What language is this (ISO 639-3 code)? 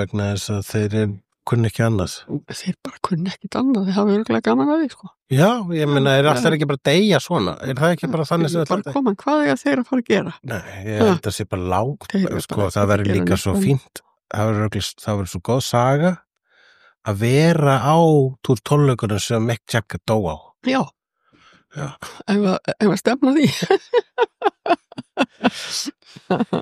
isl